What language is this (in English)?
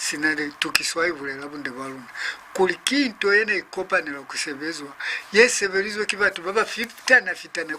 Lozi